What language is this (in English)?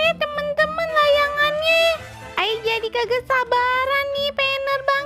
Betawi